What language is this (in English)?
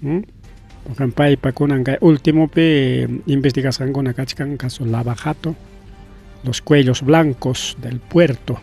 Ayacucho Quechua